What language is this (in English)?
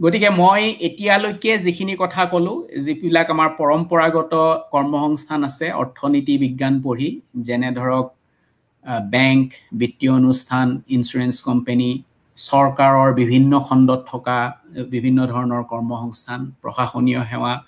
Assamese